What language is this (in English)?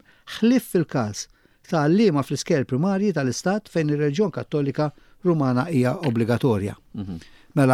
Maltese